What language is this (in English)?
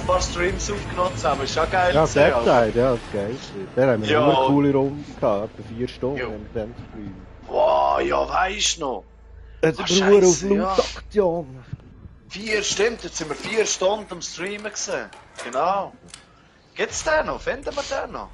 Swiss German